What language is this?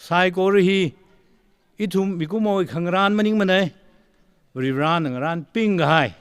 Tangkhul Naga (India)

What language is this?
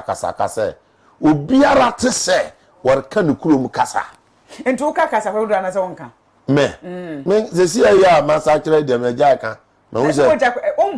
Akan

